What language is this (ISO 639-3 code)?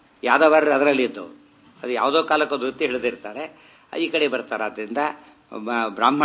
kan